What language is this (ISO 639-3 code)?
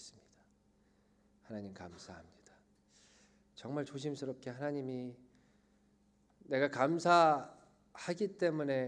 kor